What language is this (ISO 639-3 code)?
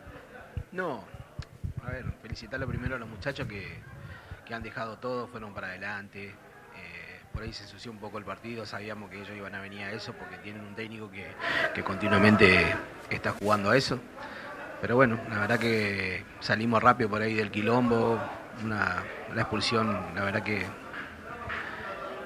spa